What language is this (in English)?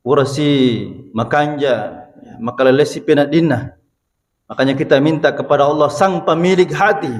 Buginese